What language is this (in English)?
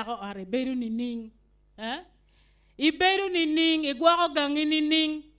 Acoli